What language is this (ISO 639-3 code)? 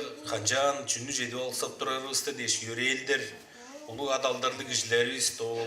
tyv